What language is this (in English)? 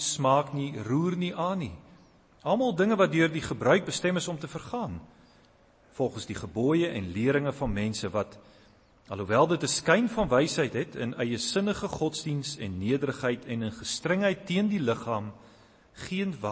Afrikaans